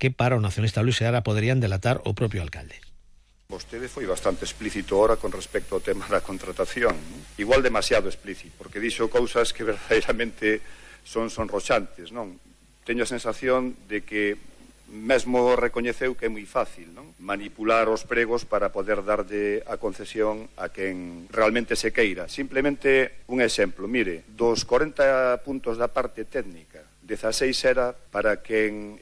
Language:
Galician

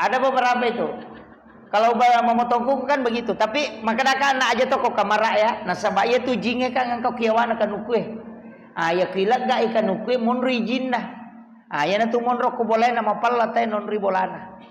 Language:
Buginese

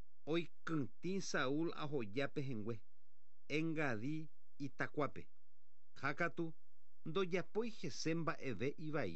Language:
Guarani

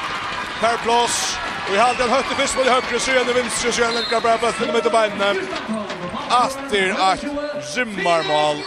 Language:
Faroese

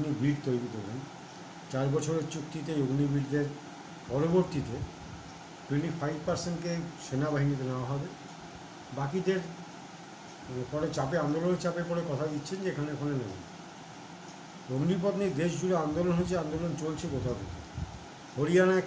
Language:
Bangla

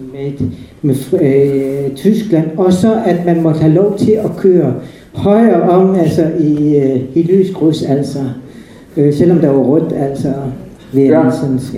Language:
Danish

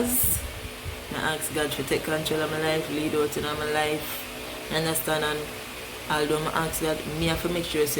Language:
Jamaican Creole English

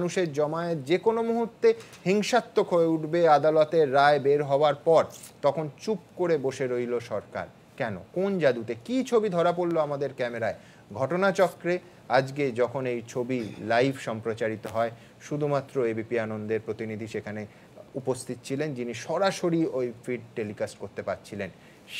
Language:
Bangla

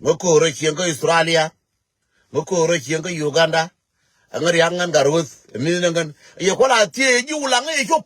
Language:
Nuer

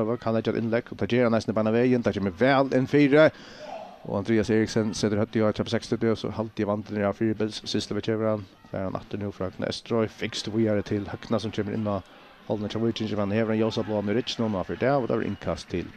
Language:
Faroese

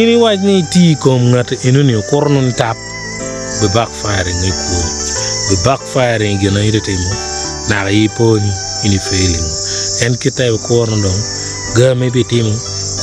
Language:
Acoli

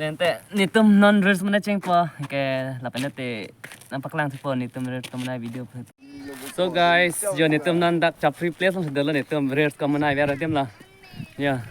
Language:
Karbi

